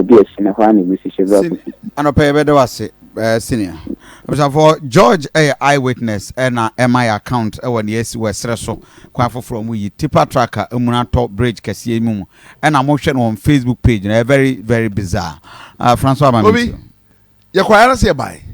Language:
Akan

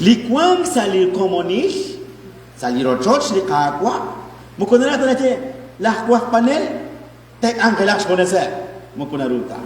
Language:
Kekchí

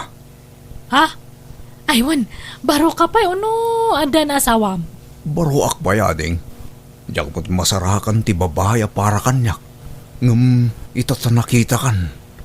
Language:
Iloko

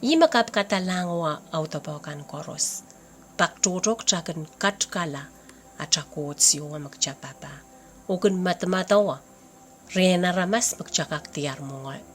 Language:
Pohnpeian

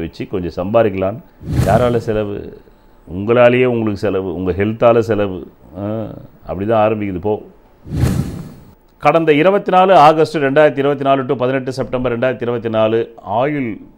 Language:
Tamil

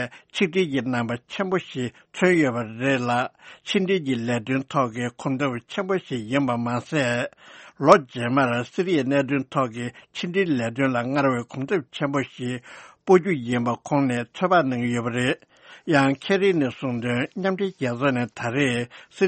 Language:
Tibetan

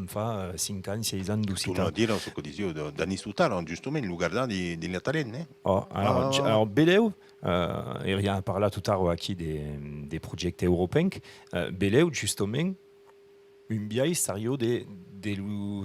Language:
Occitan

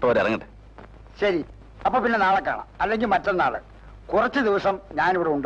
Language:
Malayalam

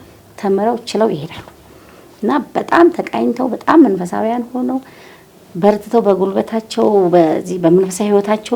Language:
Amharic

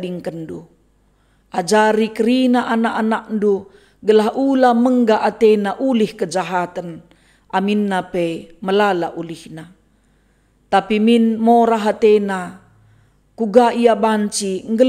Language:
Batak Karo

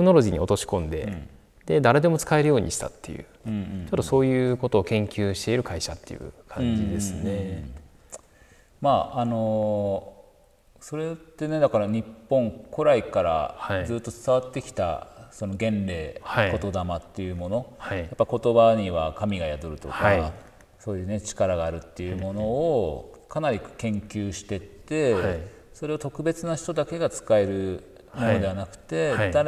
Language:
Japanese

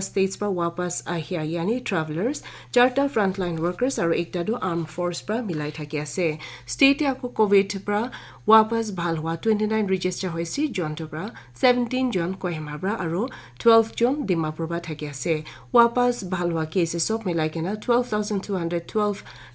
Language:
Naga Pidgin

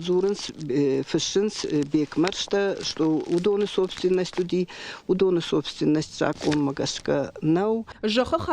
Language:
Ossetic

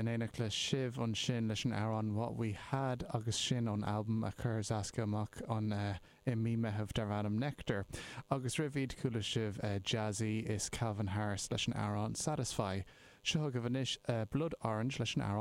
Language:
Irish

